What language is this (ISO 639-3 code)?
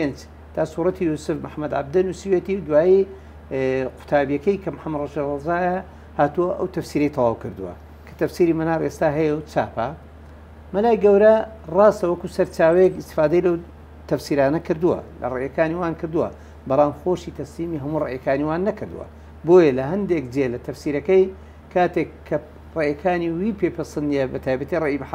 ckb